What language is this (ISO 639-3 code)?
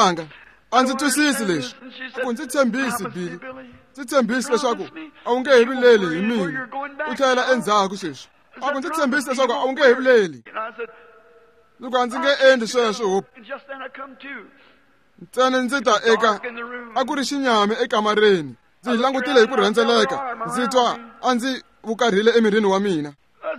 tso